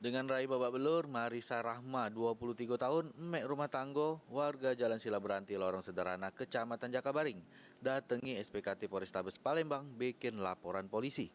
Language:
Musi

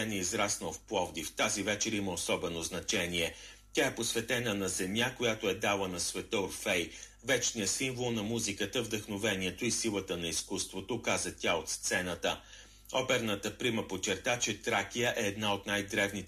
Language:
Bulgarian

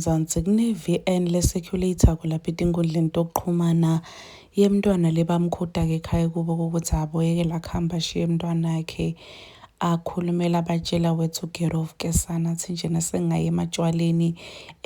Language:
Zulu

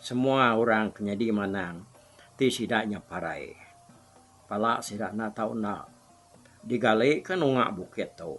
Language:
Iban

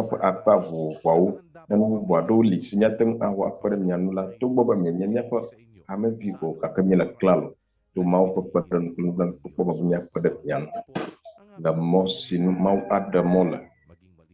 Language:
Ewe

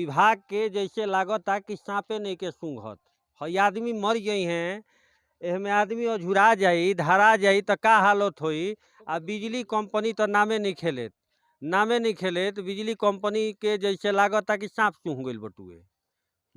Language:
Bhojpuri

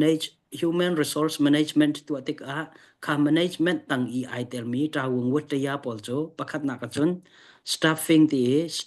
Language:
Hakha Chin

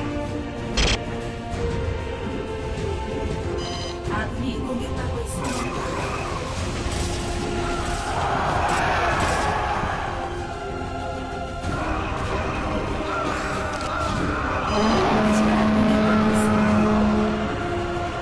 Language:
Korean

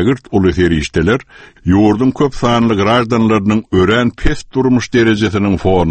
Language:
Turkmen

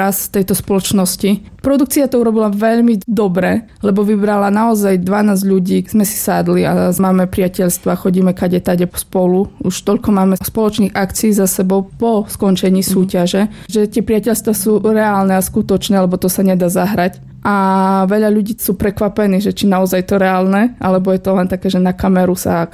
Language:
Slovak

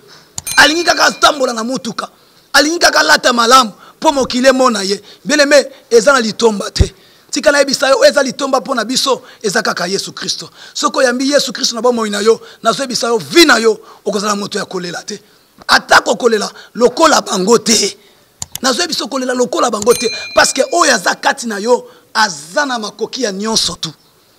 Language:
Lingala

